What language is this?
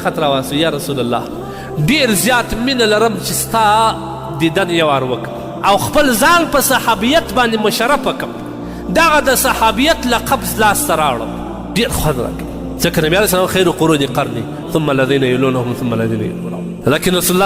Pashto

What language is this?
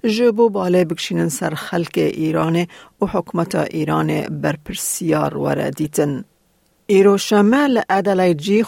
Kurdish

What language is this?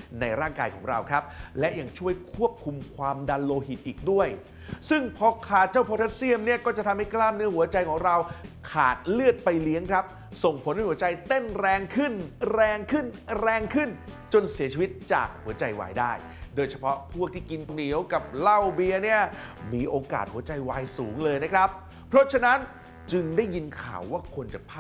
Thai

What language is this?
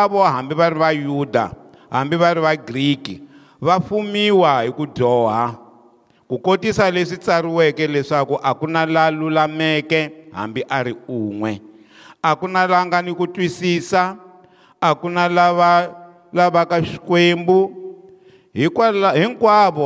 Tsonga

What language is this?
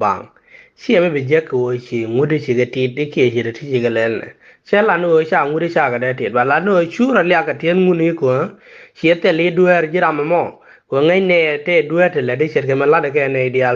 Nuer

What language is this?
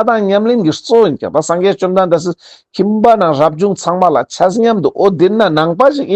Ladakhi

